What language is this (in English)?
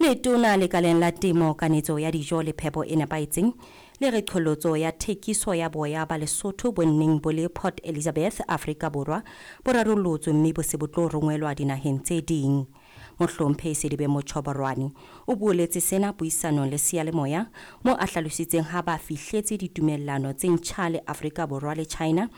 Southern Sotho